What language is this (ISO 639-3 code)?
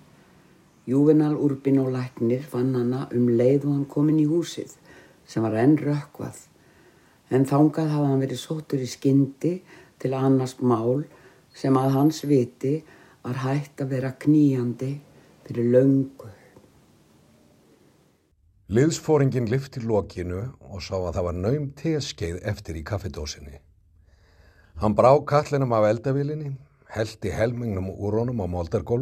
isl